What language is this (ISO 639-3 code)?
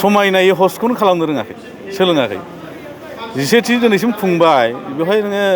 brx